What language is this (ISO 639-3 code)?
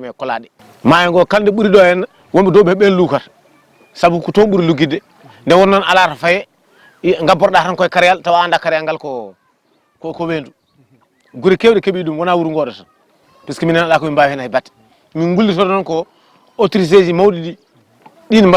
ful